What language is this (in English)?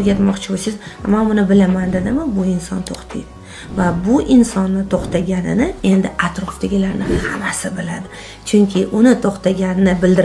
Uzbek